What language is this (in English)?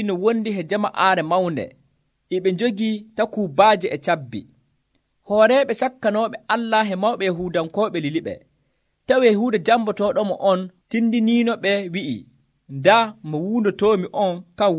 Nigerian Fulfulde